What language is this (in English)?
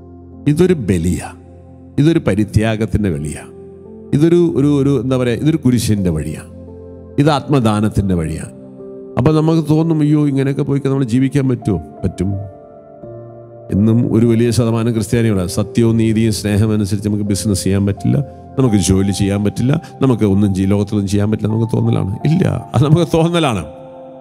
Malayalam